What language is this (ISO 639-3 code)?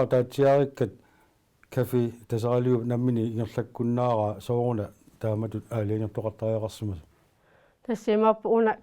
kal